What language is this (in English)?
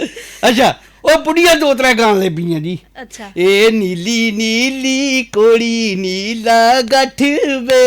Dogri